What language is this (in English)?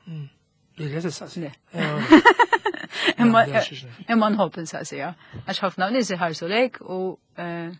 Maltese